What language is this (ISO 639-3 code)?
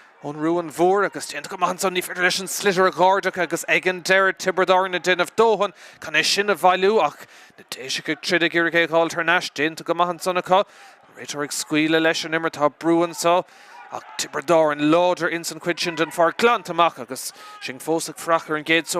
gle